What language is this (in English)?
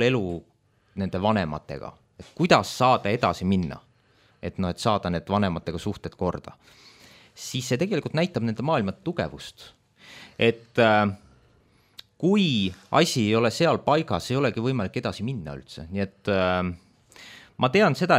Estonian